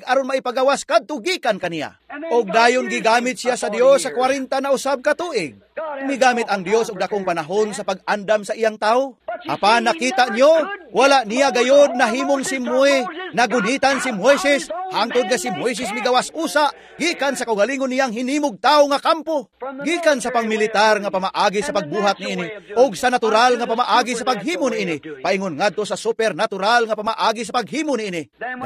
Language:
Cebuano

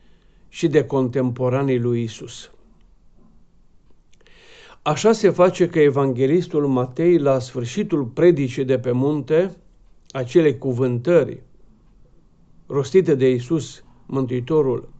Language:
Romanian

